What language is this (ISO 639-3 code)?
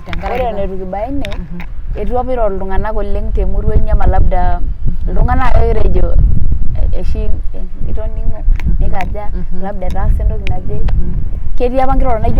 mas